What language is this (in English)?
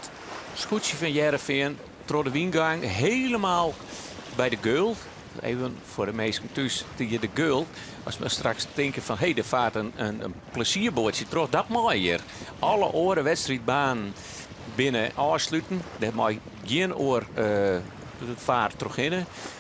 Western Frisian